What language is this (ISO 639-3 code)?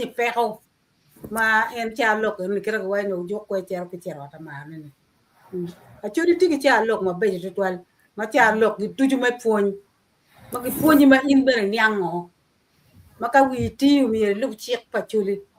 ach